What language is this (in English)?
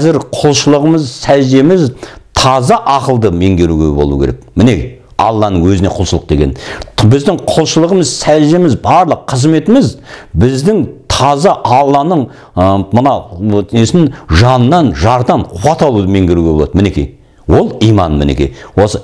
Kazakh